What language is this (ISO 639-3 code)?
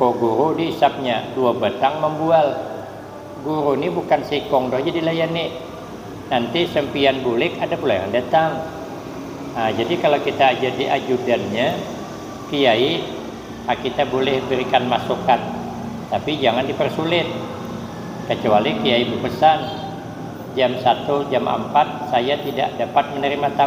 bjn